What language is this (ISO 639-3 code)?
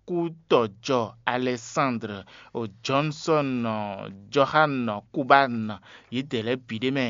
fon